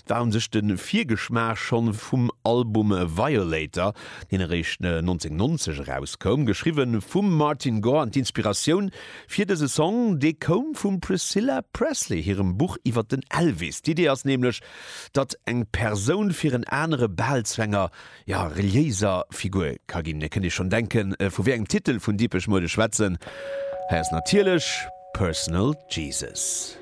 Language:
Luxembourgish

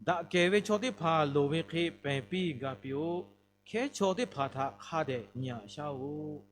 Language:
Lahu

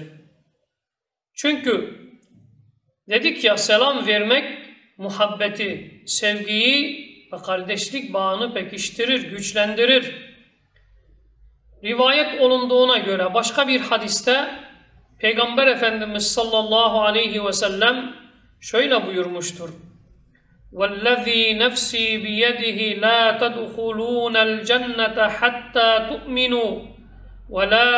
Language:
Turkish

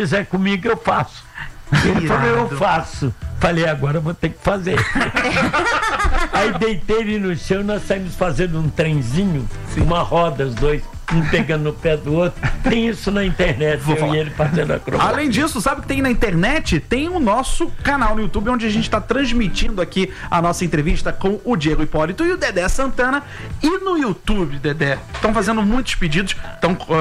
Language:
Portuguese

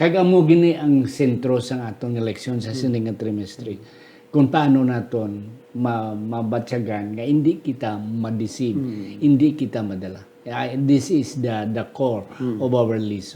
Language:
Hiligaynon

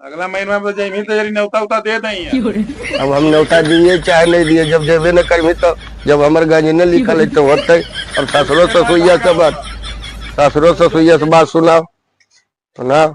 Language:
Magahi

